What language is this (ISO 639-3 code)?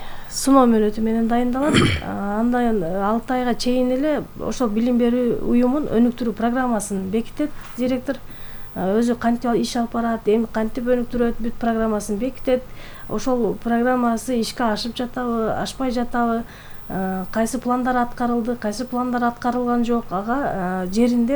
kir